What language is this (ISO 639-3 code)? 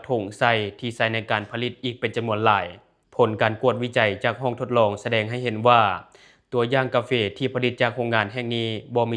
lao